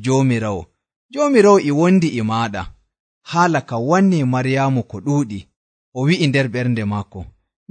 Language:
Nigerian Fulfulde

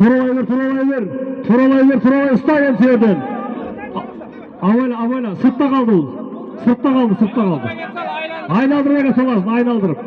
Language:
Kazakh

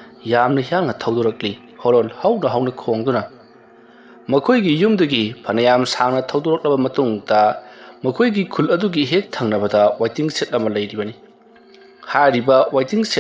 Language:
Manipuri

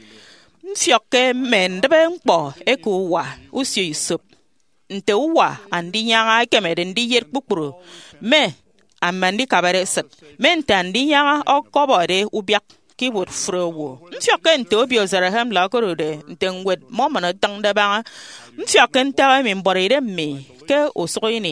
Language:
Efik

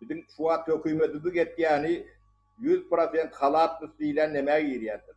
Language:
Turkmen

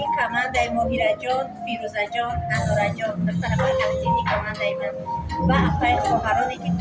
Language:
Tajik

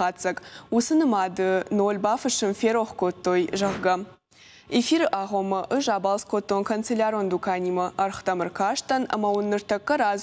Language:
Ossetic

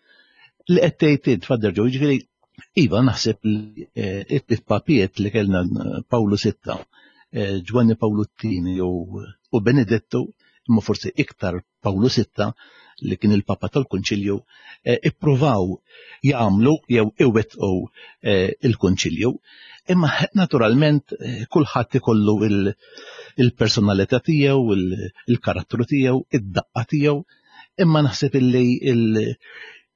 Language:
Maltese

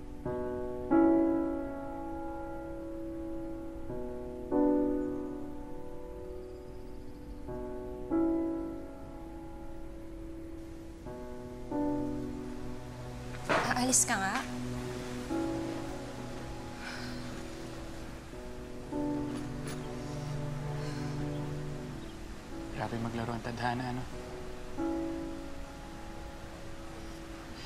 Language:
Filipino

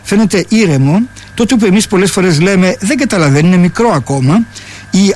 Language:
Greek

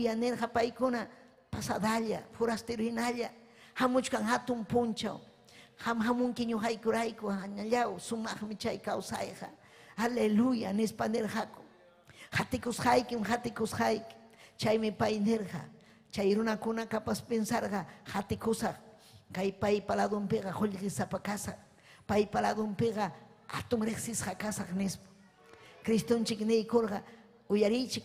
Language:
Ayacucho Quechua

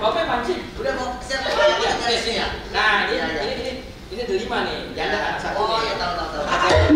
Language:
Betawi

